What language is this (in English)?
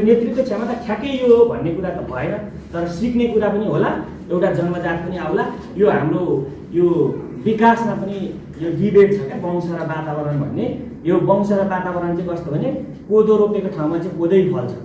Nepali